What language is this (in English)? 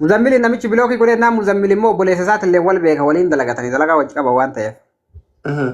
Oromo